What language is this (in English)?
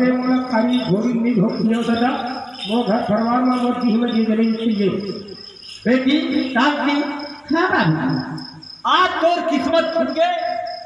Chhattisgarhi